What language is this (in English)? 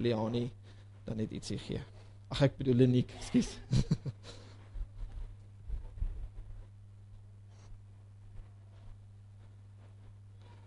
Afrikaans